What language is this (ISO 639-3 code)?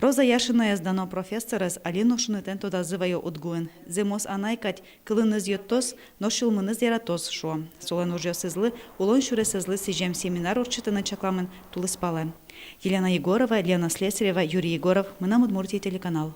udm